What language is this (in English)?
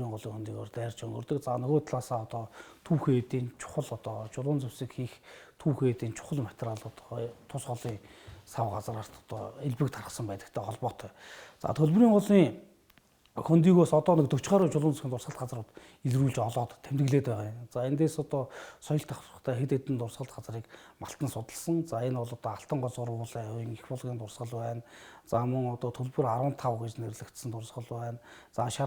Mongolian